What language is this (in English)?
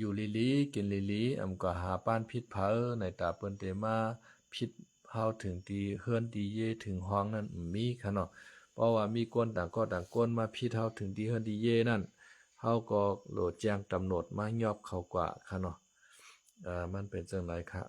Shan